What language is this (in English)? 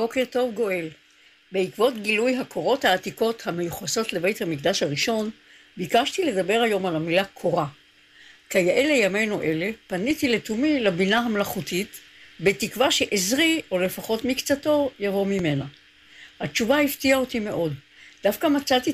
Hebrew